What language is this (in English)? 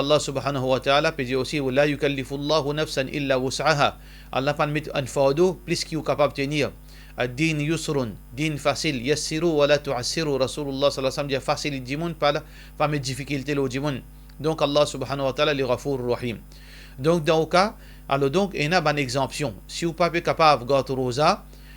Morisyen